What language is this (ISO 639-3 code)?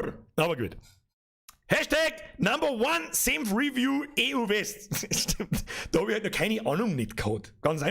bar